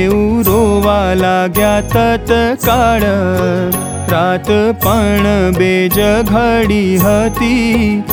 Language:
Gujarati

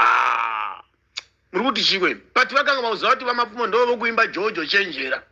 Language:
Shona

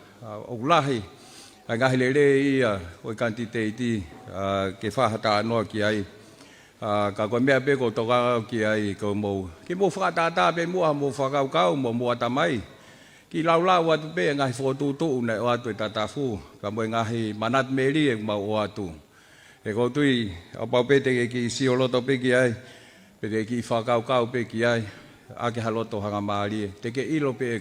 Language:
Tongan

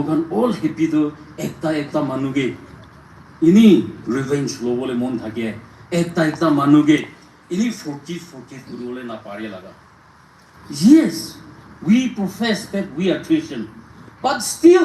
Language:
Naga Pidgin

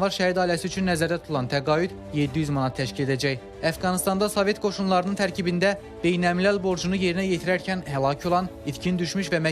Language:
Azerbaijani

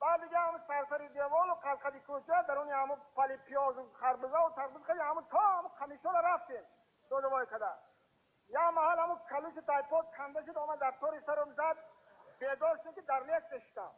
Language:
Tajik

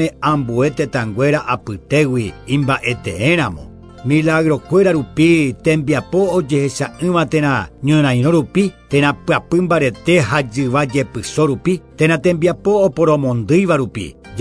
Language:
Guarani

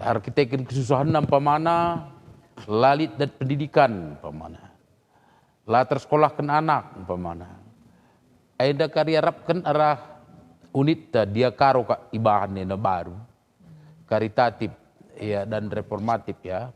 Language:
Batak Karo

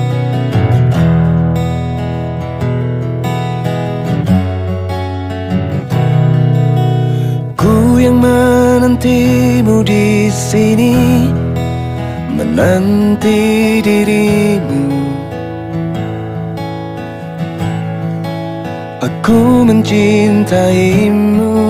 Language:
Indonesian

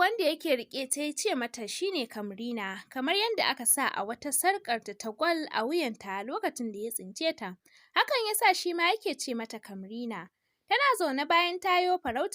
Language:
Hausa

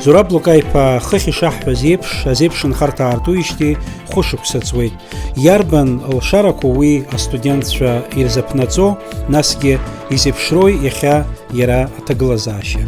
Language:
Abkhazian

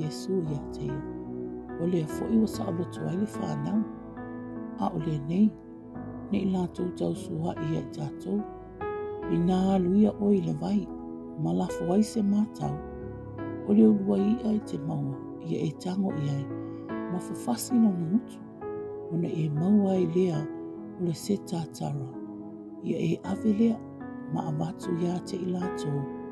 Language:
Samoan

